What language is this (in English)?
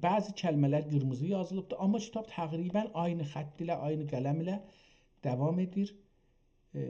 South Azerbaijani